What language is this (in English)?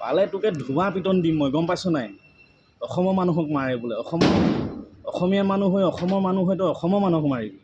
Assamese